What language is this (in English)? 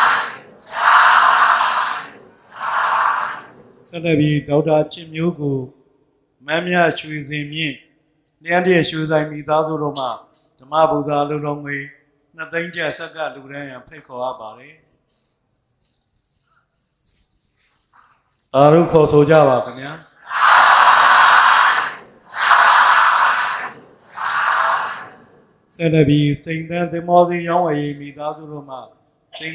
Burmese